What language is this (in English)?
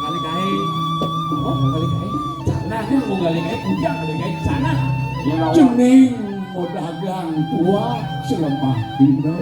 Balinese